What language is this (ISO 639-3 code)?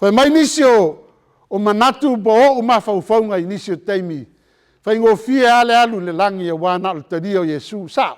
smo